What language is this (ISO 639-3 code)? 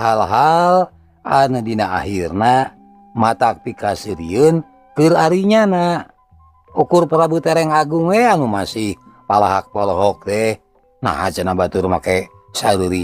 sun